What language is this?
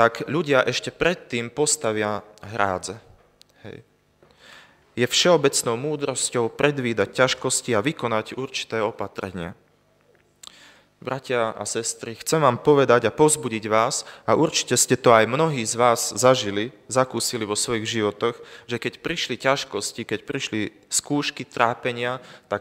Slovak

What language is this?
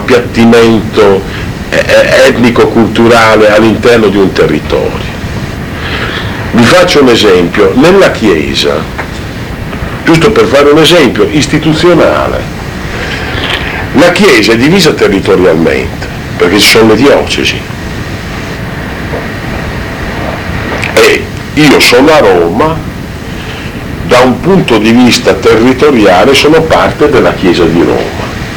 Italian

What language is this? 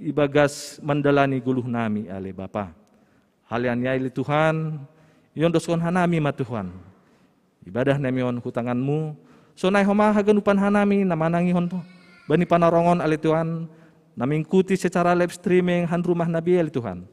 Batak Simalungun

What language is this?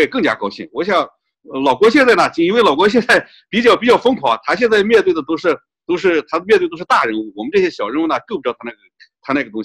Chinese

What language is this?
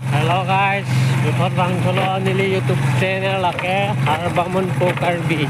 Karbi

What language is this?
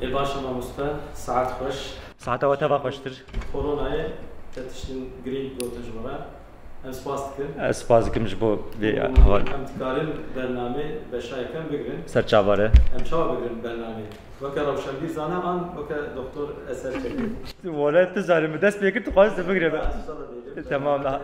Kurdish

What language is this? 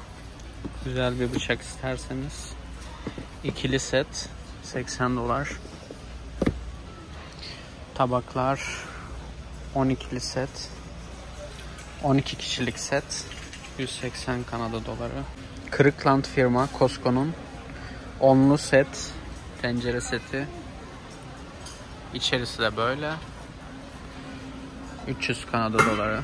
Turkish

